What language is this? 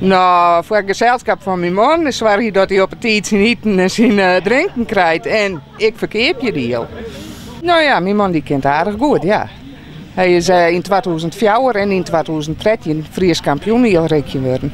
Western Frisian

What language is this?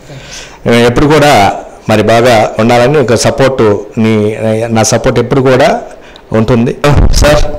Telugu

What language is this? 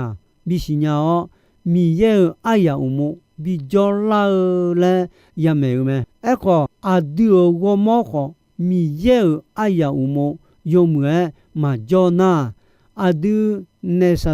Akha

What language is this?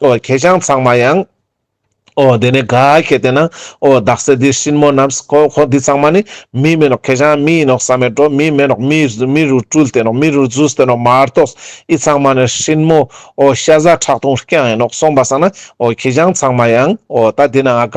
Ladakhi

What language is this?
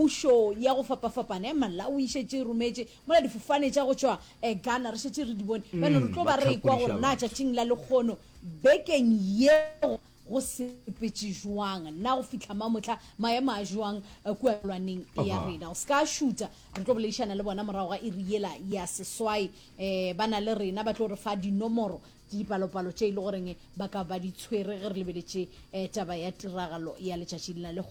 Northern Sotho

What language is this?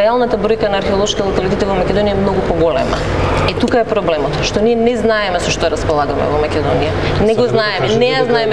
Macedonian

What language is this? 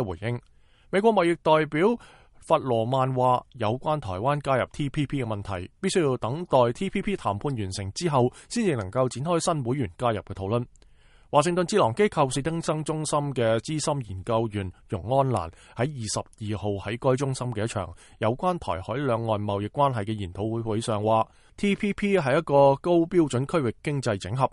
Cantonese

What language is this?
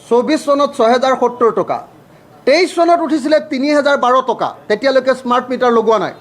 Assamese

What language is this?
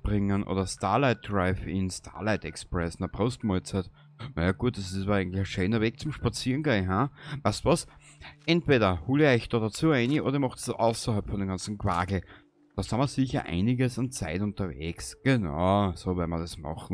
Bavarian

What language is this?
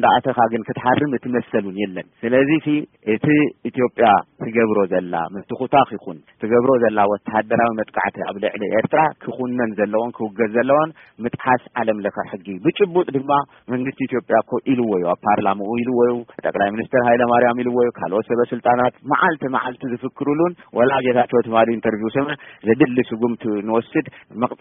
Tigrinya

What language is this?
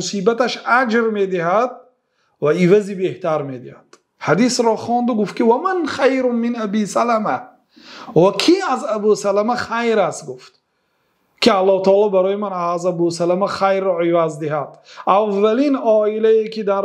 Persian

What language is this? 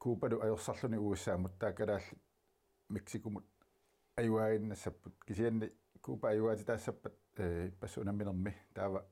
Kalaallisut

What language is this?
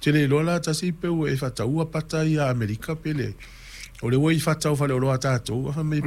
Samoan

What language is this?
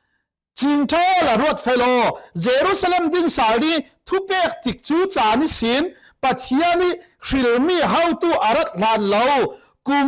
Falam Chin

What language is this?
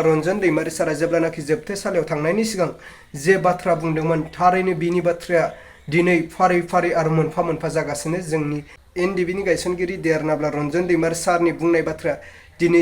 Bodo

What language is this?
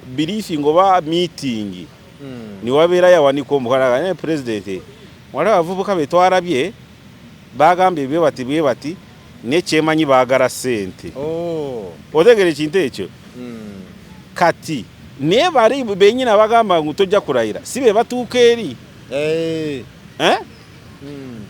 Ganda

